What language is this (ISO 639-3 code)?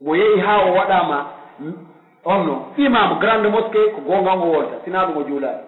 fuf